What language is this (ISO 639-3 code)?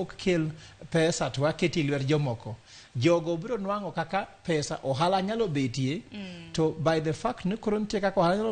luo